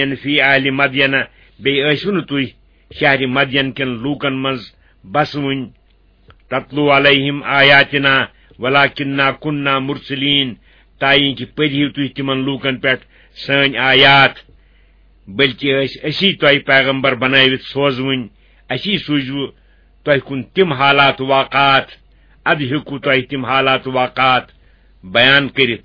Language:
Kashmiri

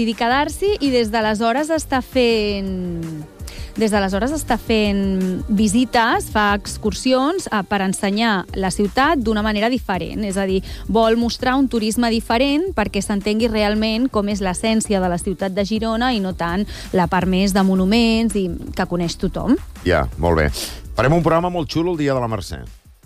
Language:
Catalan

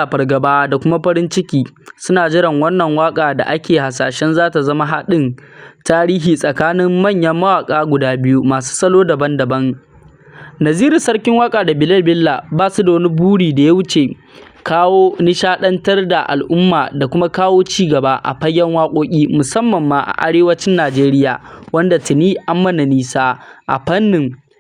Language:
Hausa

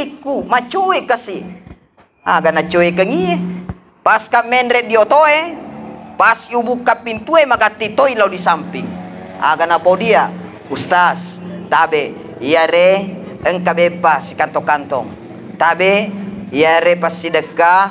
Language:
Buginese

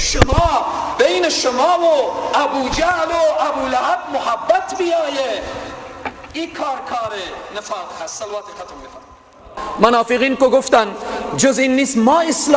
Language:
Persian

